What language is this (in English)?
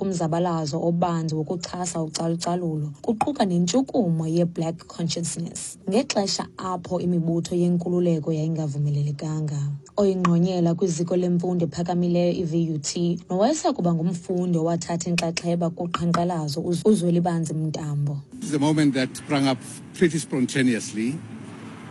Xhosa